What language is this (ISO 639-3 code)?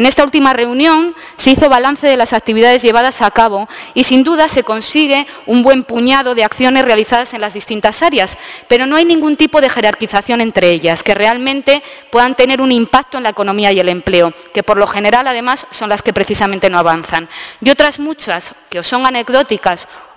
spa